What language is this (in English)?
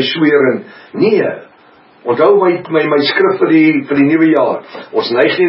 Afrikaans